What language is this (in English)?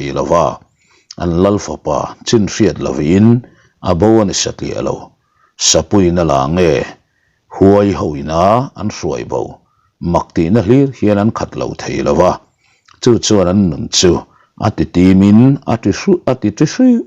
Mizo